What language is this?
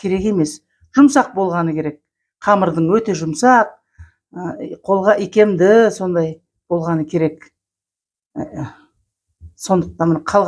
Kazakh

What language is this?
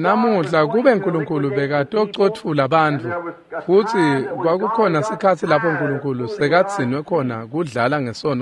Swati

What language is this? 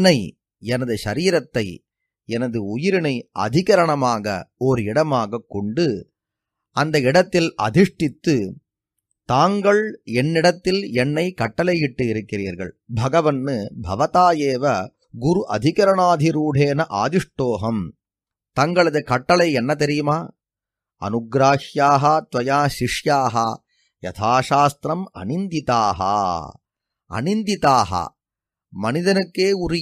Tamil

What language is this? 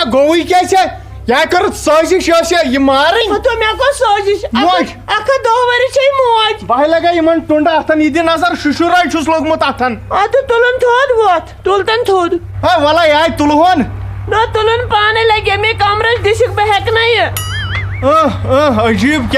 Kashmiri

